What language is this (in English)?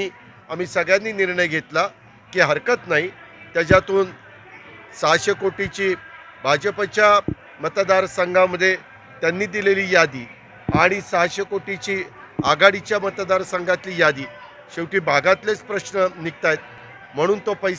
Marathi